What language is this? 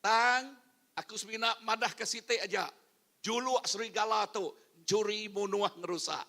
Iban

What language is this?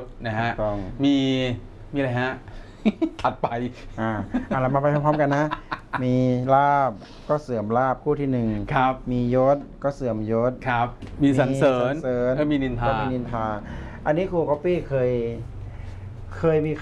Thai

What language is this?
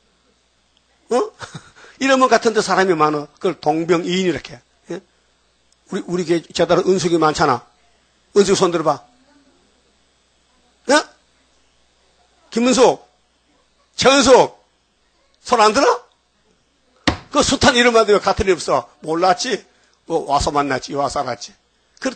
Korean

